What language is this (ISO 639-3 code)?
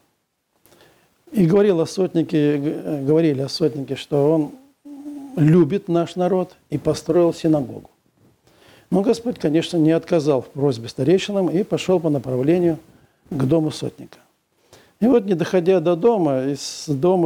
rus